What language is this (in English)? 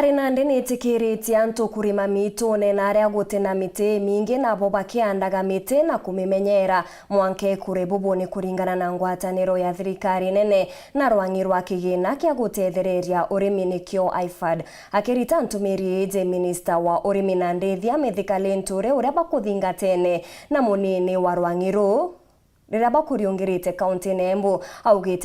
Meru